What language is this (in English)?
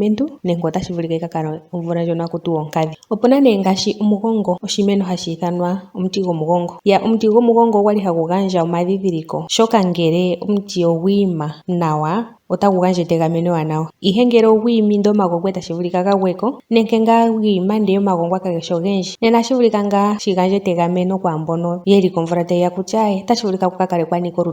Ndonga